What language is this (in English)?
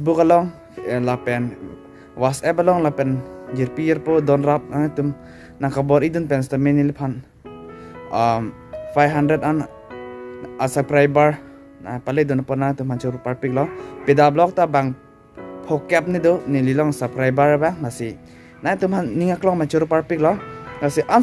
Karbi